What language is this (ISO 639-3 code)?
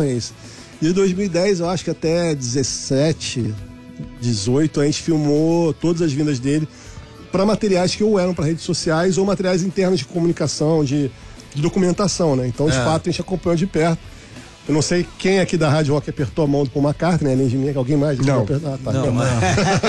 por